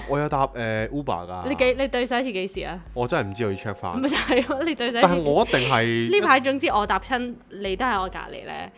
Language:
Cantonese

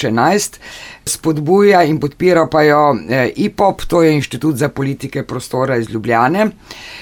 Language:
Slovenian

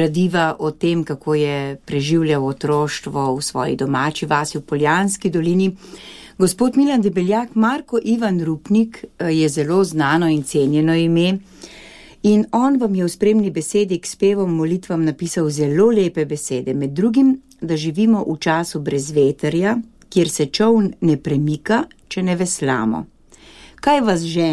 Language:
Slovenian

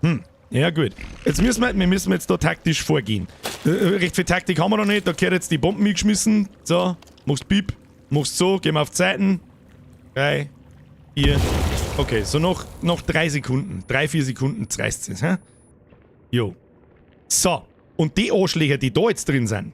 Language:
Bavarian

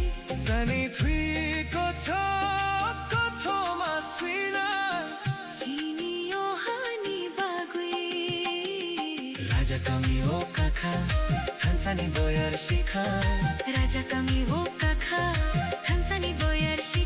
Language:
Kok Borok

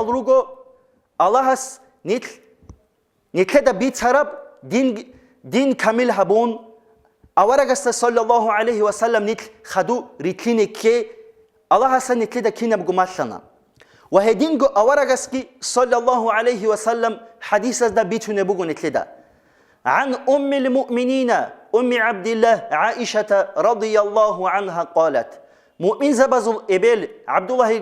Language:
Avaric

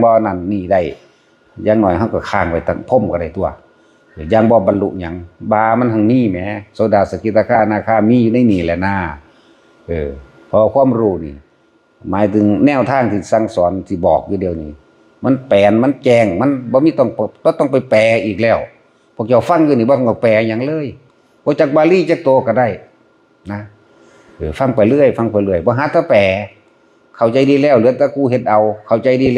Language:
Northeastern Thai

